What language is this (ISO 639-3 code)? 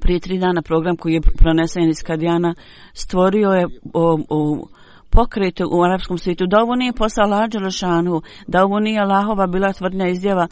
bos